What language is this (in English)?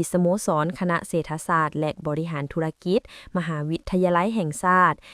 Lao